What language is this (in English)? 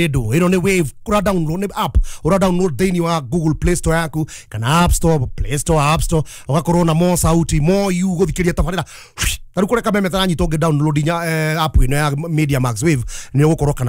Kikuyu